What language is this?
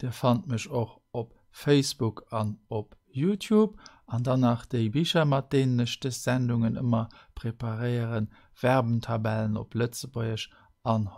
Luxembourgish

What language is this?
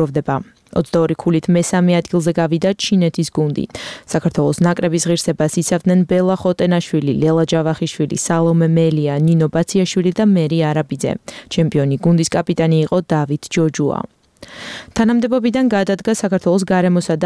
Georgian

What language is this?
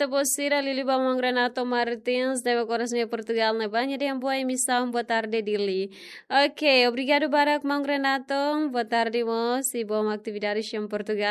Tetum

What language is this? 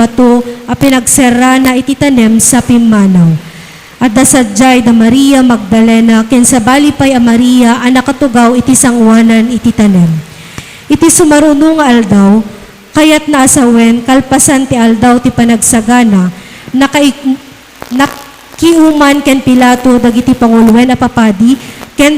Iloko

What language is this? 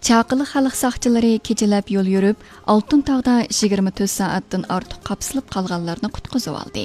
Uyghur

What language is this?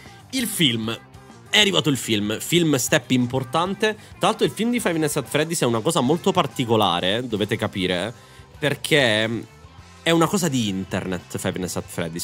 Italian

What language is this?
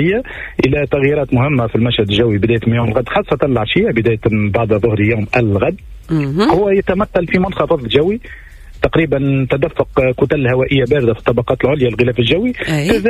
Tunisian Arabic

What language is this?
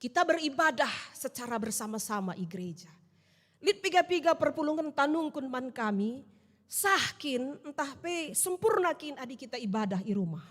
Batak Karo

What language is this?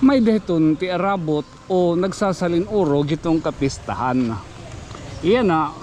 Waray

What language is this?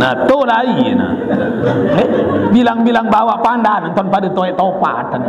Sasak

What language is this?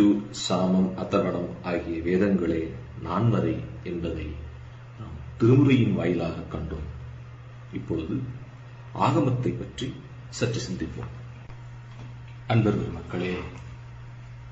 Tamil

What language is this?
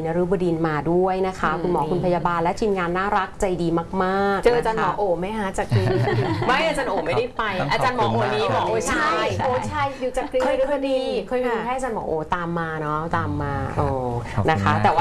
Thai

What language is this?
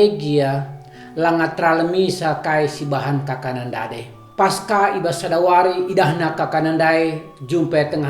Batak Karo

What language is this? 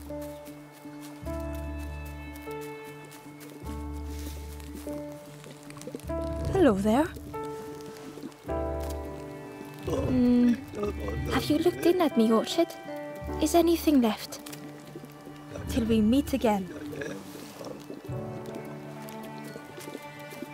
English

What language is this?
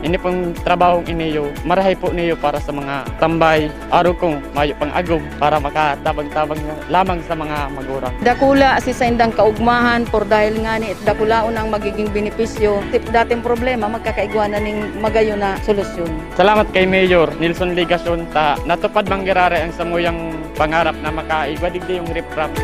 Bikol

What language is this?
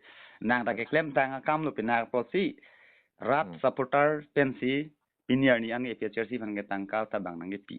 Karbi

